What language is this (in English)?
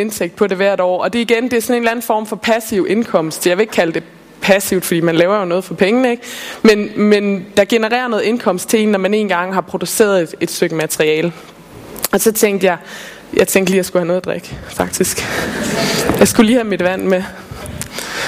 Danish